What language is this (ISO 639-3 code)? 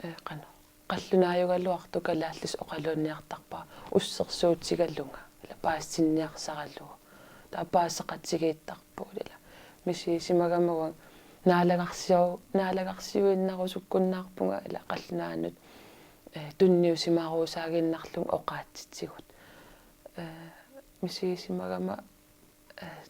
kal